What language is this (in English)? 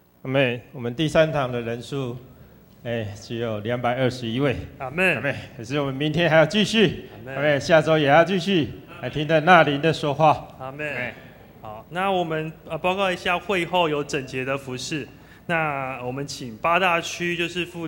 Chinese